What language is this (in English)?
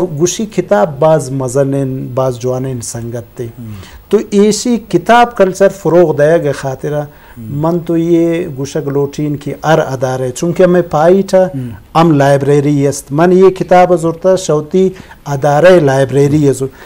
Eastern Balochi